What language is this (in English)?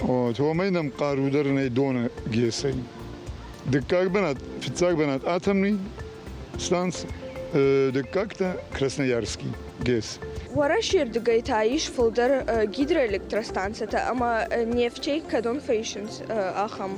Ossetic